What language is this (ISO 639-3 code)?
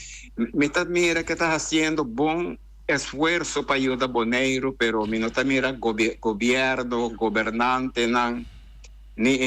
pap